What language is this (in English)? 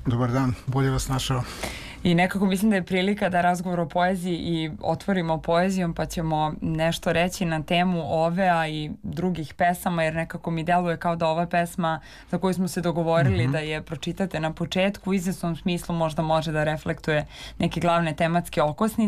Serbian